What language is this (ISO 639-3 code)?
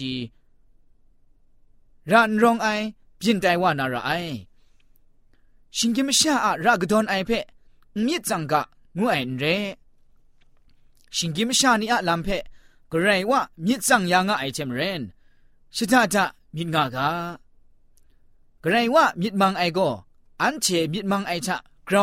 tha